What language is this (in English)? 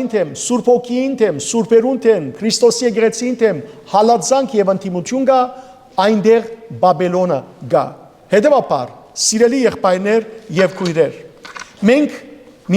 Western Armenian